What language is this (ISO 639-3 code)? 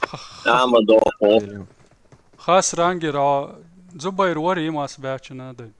che